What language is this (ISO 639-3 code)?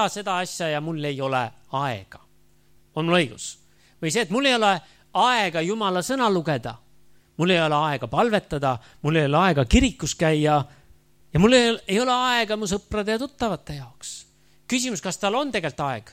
est